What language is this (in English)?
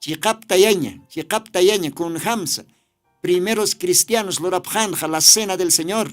Aymara